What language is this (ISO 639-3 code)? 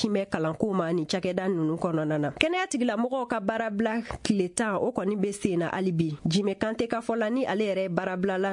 bam